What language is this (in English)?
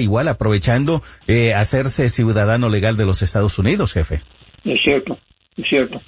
Spanish